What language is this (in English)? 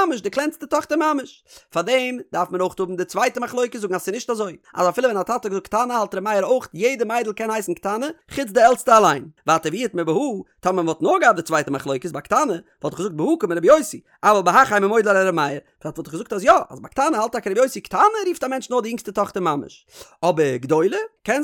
Yiddish